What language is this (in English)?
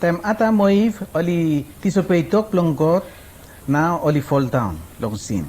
Araki